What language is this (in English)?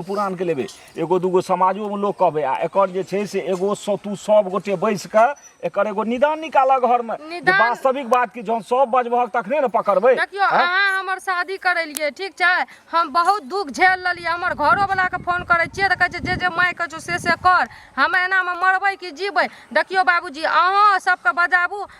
Maithili